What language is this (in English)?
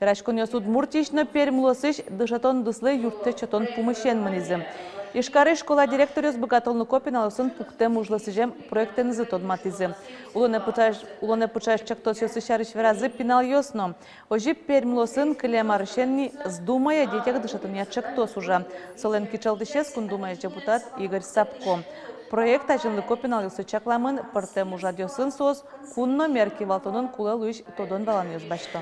Udmurt